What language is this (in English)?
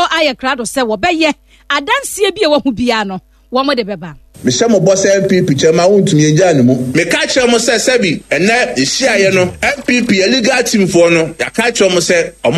Akan